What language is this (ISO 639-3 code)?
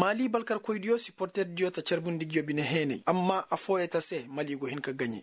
ses